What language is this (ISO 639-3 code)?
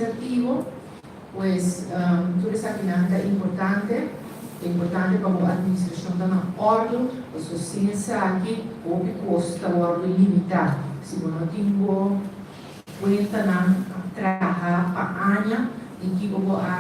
pap